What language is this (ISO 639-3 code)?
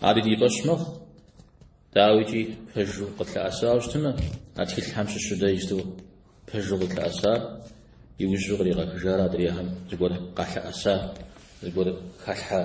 kbd